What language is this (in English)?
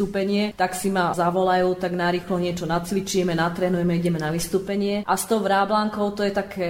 Slovak